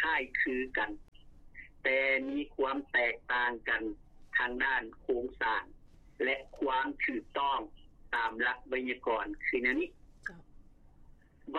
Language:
Lao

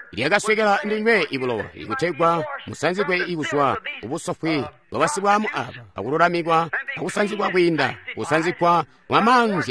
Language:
Tonga (Zambia)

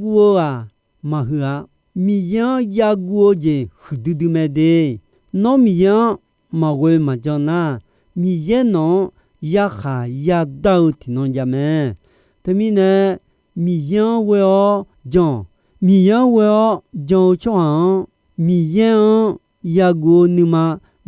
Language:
Akha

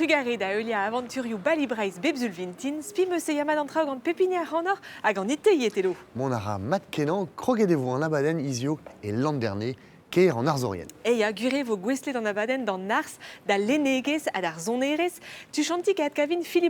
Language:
Breton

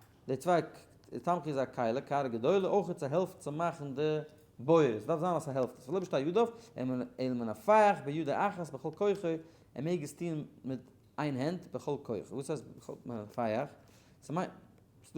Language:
Yiddish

